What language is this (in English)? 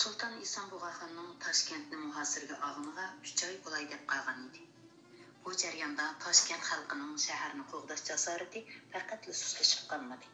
Uyghur